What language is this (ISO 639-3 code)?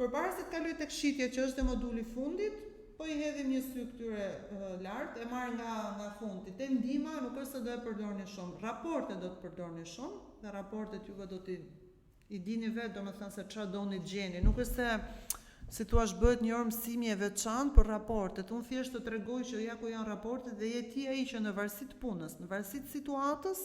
sqi